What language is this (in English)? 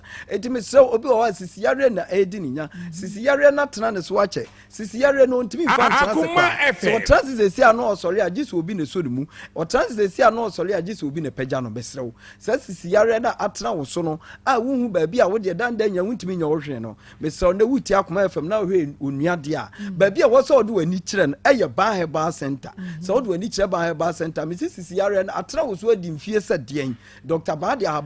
Akan